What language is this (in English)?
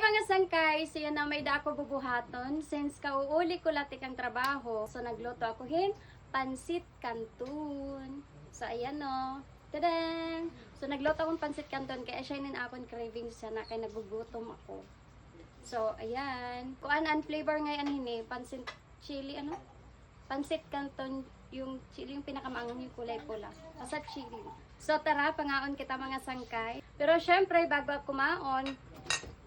Waray